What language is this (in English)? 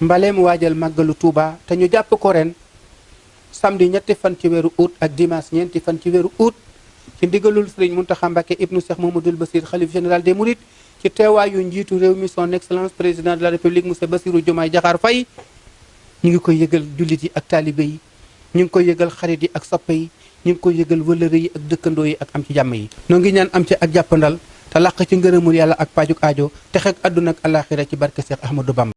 Wolof